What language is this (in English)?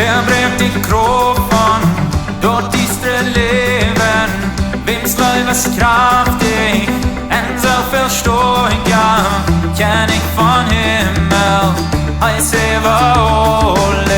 Plautdietsch